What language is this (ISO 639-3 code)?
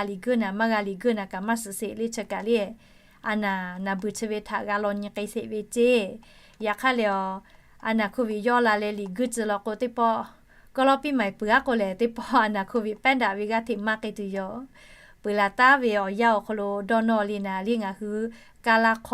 lhu